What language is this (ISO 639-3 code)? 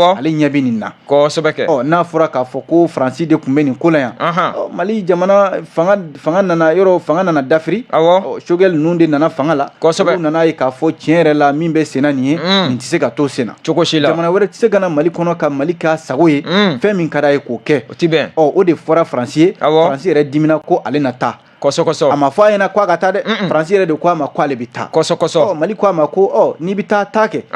bam